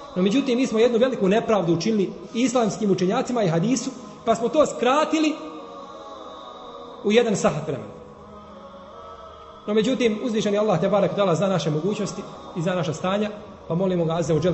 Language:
Bosnian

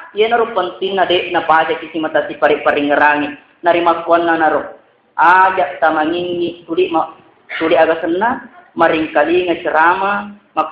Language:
Buginese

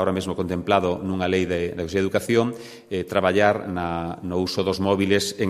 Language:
Galician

